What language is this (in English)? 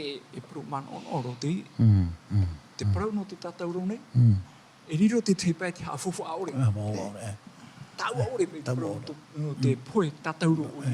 Tahitian